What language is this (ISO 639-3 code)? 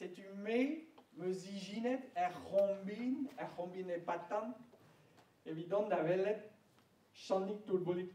bre